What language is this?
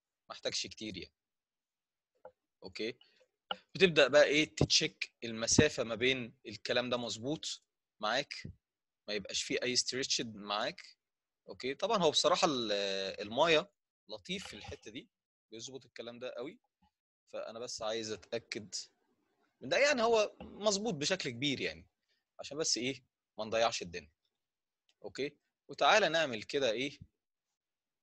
Egyptian Arabic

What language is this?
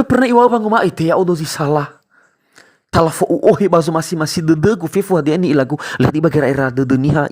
Nias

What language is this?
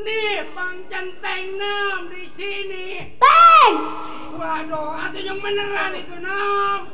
Betawi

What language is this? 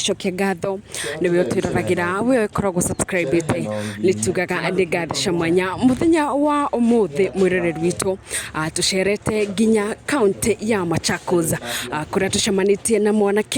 Kikuyu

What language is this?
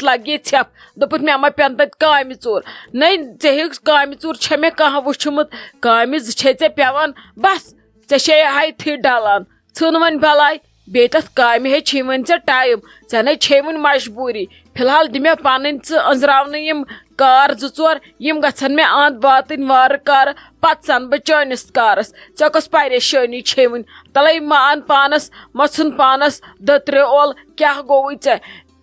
Kashmiri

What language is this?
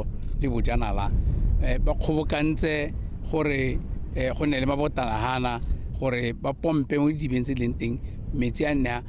Tswana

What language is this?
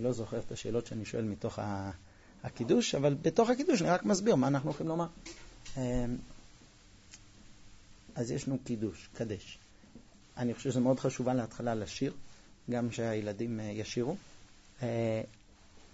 Hebrew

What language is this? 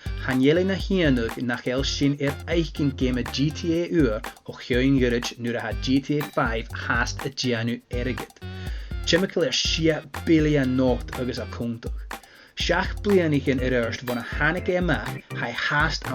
Scottish Gaelic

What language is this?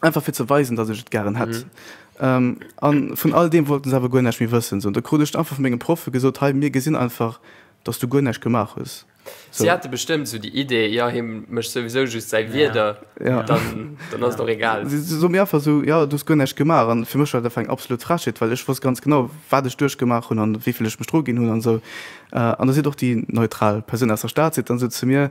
Luxembourgish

